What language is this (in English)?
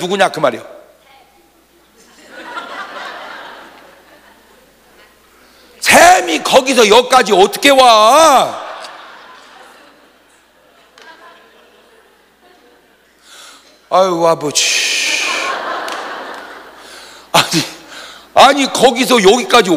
Korean